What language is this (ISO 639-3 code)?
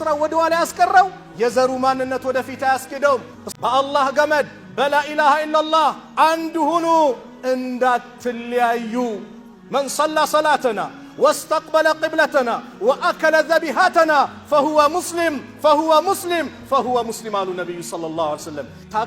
amh